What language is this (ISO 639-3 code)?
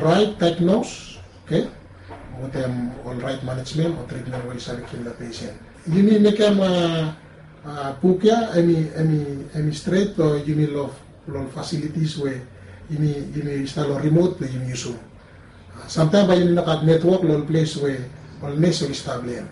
bis